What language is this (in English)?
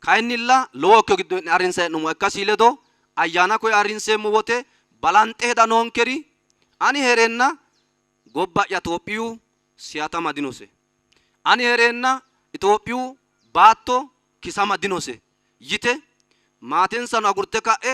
Sidamo